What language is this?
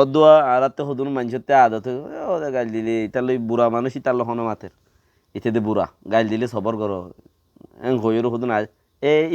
Rohingya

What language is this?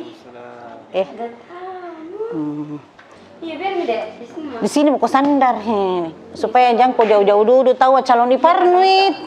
Makassar Malay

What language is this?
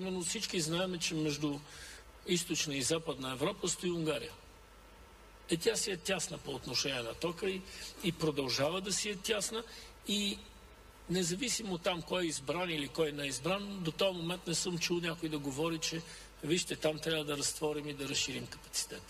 Bulgarian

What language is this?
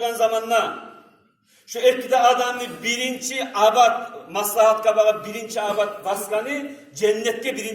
Kumyk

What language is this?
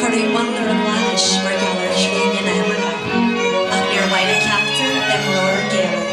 Irish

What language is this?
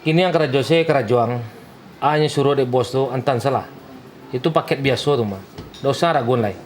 Minangkabau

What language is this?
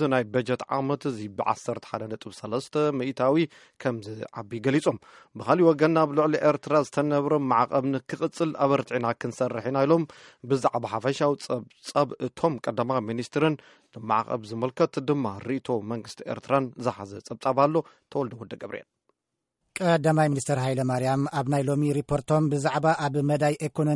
Tigrinya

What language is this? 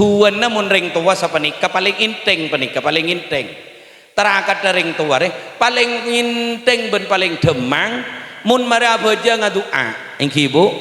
Madurese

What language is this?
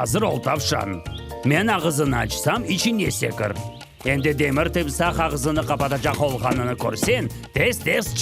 Crimean Tatar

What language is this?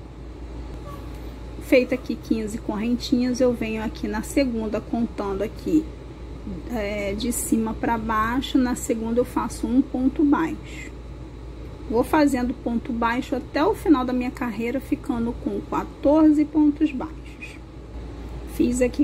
Portuguese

